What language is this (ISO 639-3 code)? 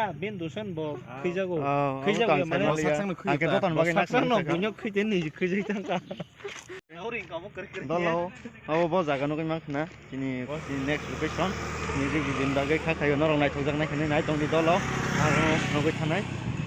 trp